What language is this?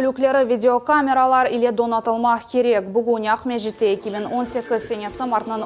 Crimean Tatar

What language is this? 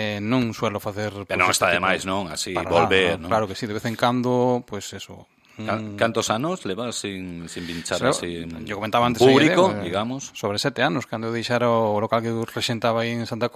Galician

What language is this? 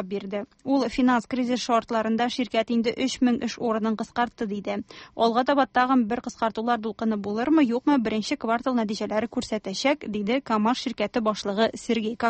Tatar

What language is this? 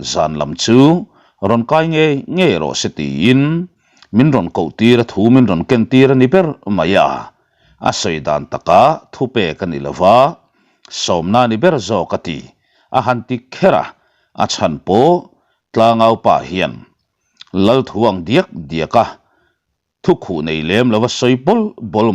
Mizo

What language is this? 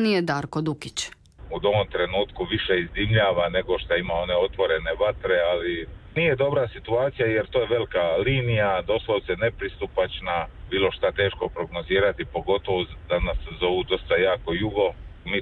Croatian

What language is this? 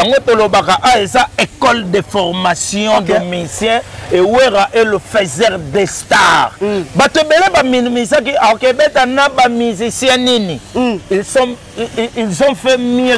Lingala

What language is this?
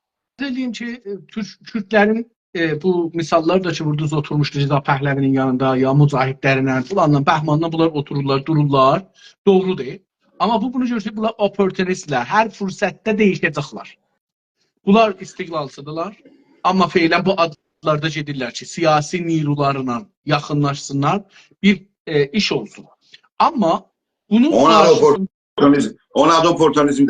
South Azerbaijani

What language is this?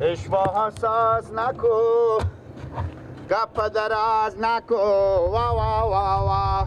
Persian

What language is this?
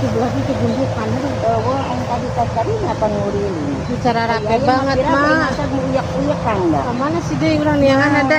Sundanese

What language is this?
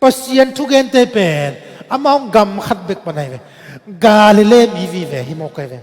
Tedim Chin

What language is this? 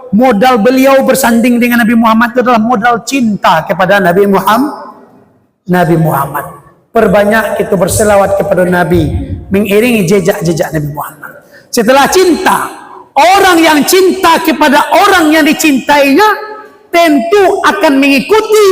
Minangkabau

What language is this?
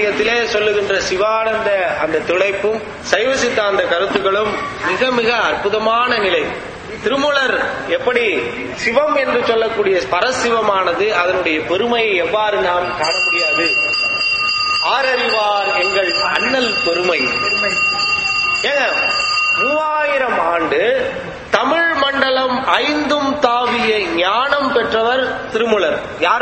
Tamil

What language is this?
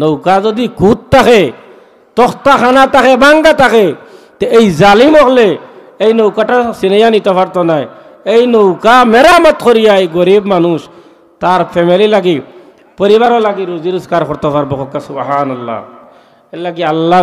Sylheti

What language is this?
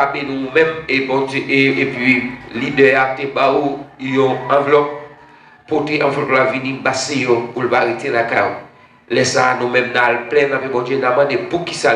Haitian Creole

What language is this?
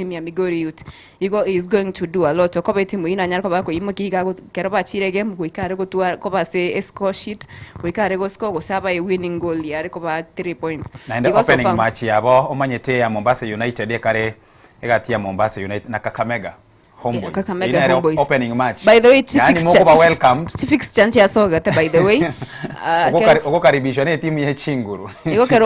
Gusii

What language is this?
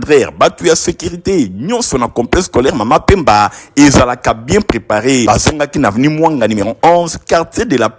Lingala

